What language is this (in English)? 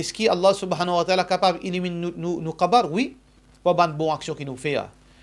Morisyen